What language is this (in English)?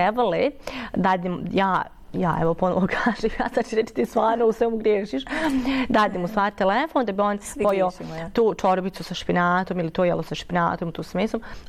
Bosnian